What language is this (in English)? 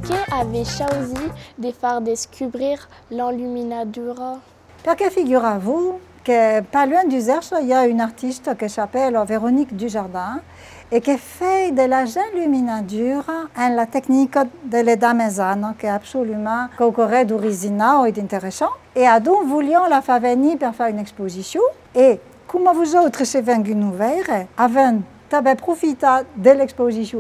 Occitan